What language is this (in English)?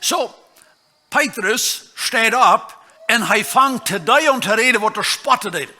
Plautdietsch